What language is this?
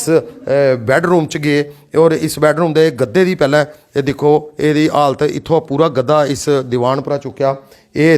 Dogri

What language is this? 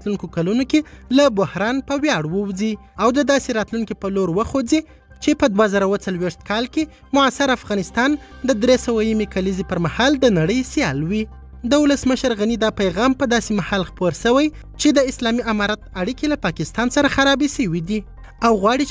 Pashto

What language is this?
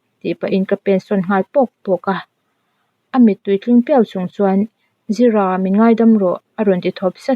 Mizo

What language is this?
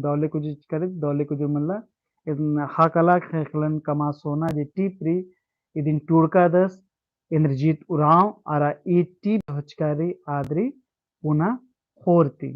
Kurukh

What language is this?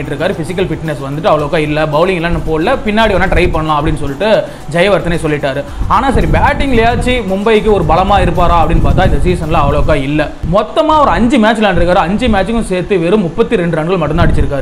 Tamil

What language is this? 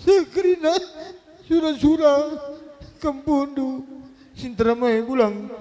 Batak Karo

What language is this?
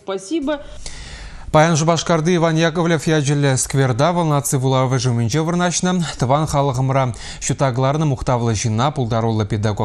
Chuvash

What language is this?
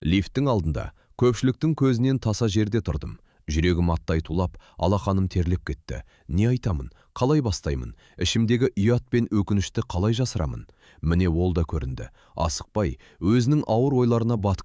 Kazakh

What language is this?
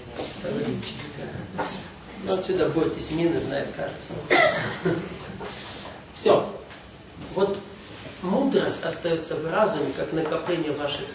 Russian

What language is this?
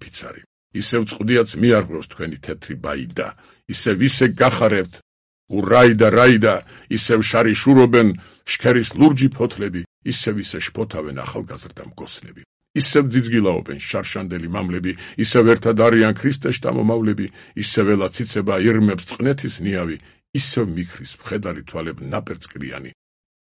Georgian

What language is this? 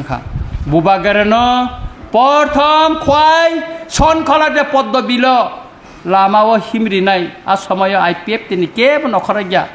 Kok Borok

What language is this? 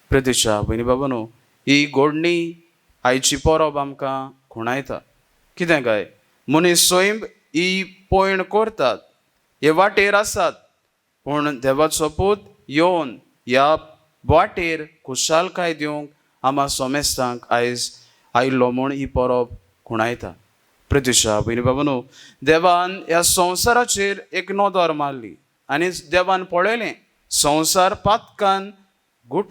Konkani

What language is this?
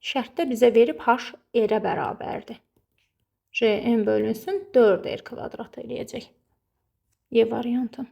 Azerbaijani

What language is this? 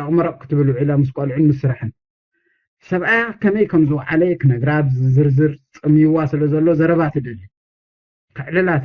Tigrinya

